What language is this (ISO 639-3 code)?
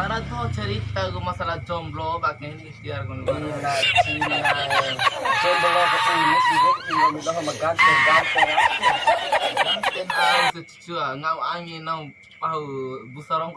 bhp